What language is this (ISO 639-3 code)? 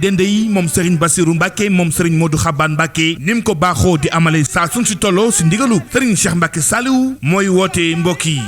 wol